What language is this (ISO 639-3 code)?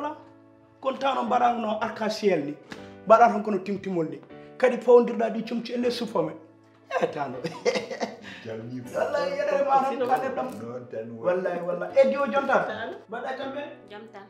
ful